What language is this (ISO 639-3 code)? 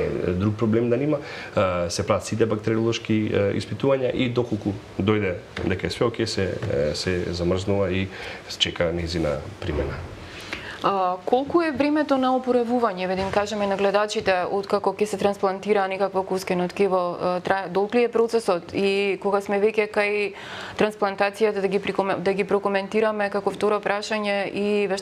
mkd